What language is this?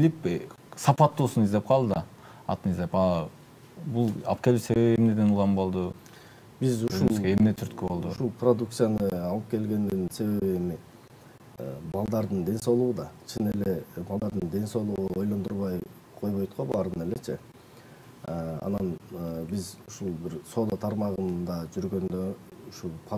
Kyrgyz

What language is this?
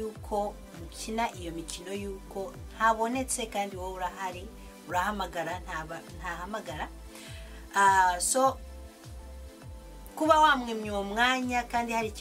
Kinyarwanda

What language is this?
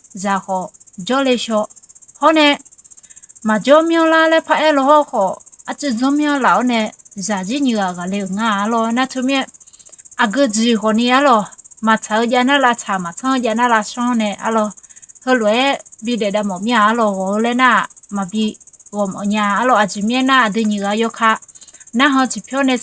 Akha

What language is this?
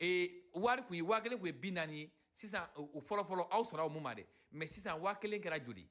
Bambara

